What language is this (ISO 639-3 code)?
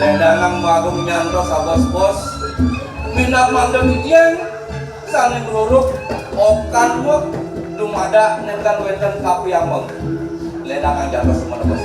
ban